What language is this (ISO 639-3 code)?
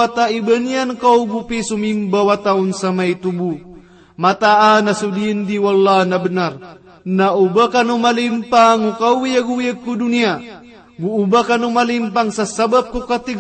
mrw